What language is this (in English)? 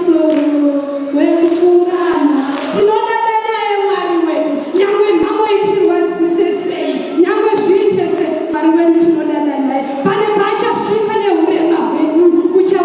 Shona